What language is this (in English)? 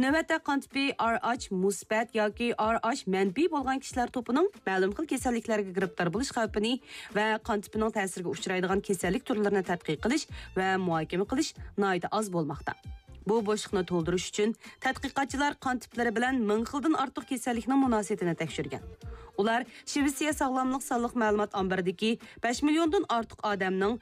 Uyghur